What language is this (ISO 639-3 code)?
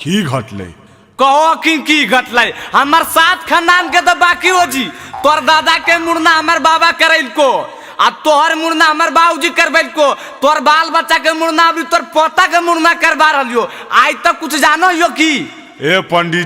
mag